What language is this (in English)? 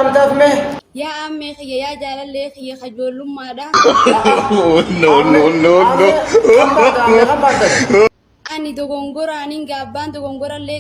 Oromo